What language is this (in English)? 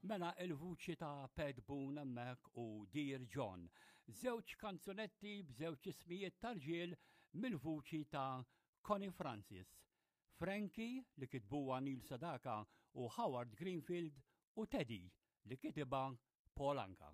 Maltese